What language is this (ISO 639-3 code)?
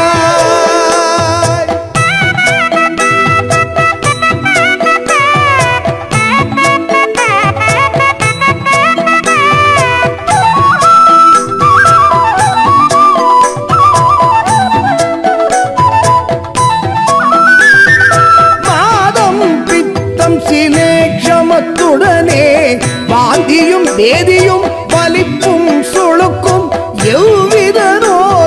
tam